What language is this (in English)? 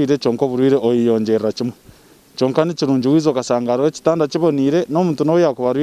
Nyankole